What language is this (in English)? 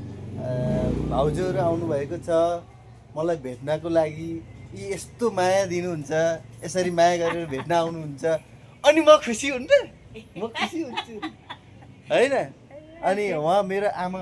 Nepali